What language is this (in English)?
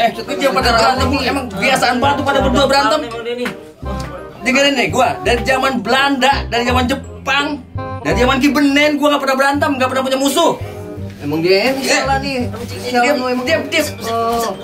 Betawi